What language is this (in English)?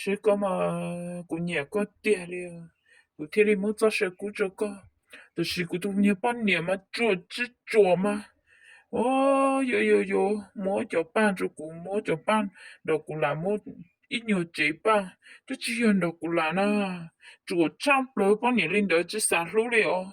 Hmong